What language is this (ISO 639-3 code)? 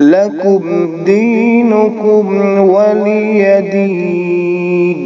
kas